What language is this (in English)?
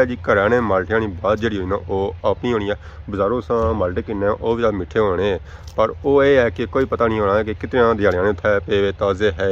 Pahari-Potwari